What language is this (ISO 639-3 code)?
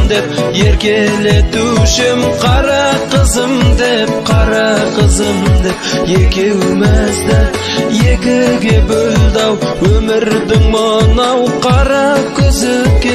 kaz